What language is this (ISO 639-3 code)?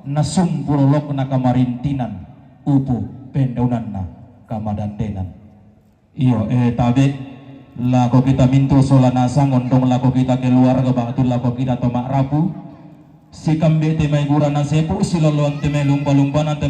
sda